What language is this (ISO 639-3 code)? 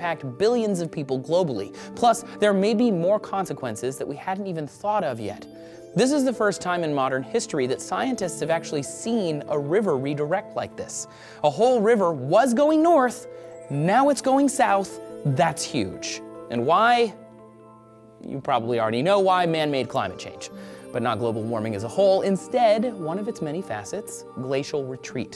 eng